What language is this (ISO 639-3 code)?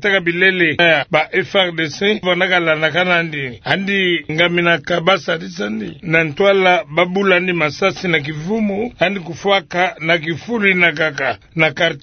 ktu